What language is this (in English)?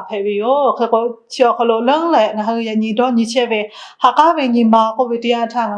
Lahu